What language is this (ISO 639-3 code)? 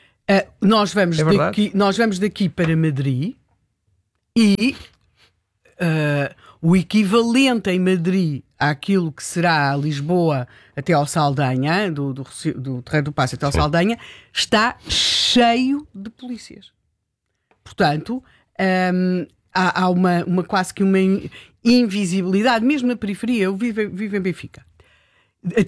por